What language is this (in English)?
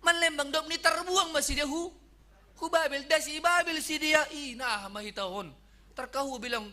Batak Simalungun